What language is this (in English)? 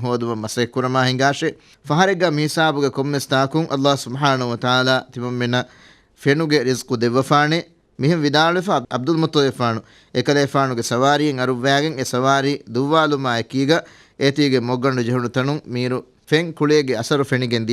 Divehi